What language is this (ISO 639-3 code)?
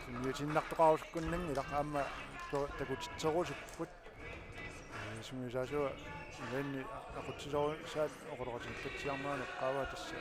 kal